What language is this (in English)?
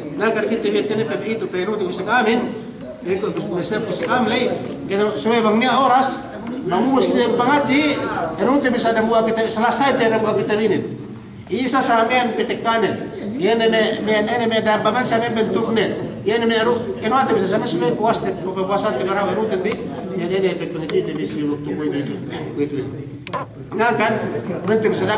Yakan